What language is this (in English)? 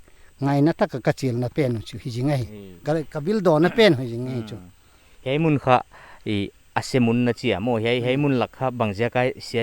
Paite Chin